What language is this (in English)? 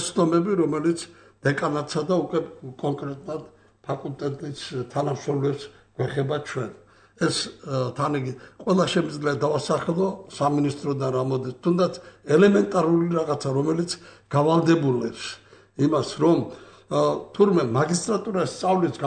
Georgian